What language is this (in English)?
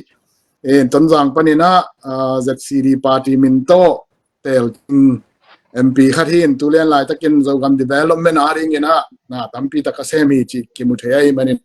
Tedim Chin